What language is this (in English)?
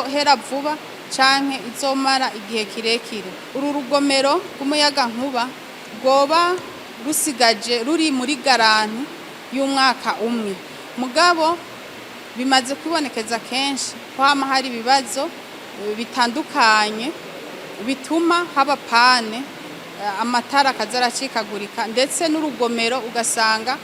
Rundi